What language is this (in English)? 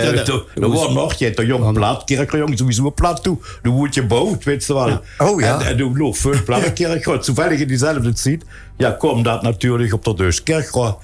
Limburgish